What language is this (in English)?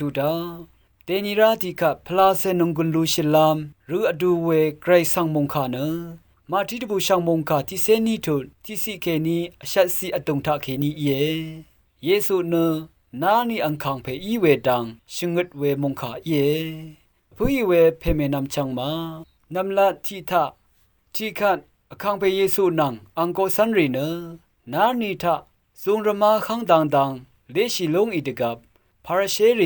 Rawang